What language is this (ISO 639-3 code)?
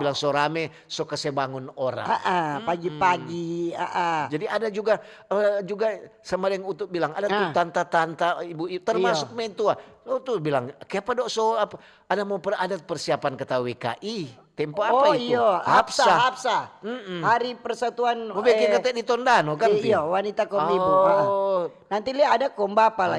xmm